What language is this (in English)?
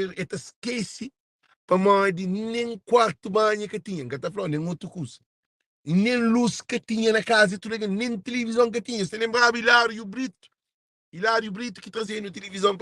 Kabuverdianu